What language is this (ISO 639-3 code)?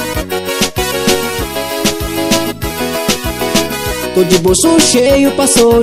por